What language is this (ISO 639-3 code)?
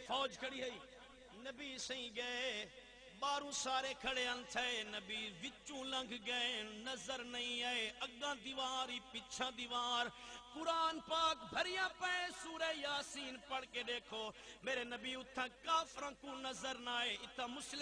skr